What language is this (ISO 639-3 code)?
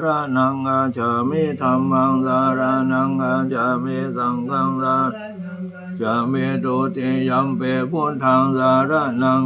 pli